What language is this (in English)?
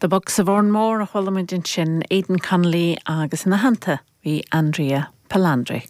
Irish